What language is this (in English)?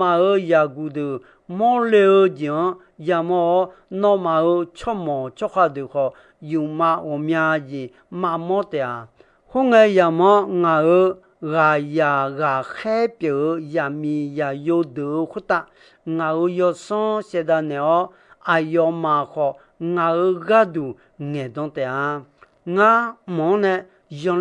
Akha